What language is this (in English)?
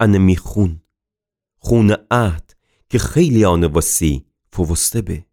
Gilaki